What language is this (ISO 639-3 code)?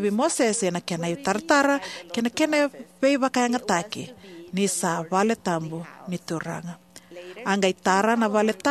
fij